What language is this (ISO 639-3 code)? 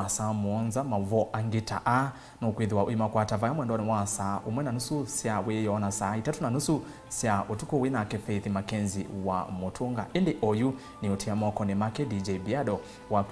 kam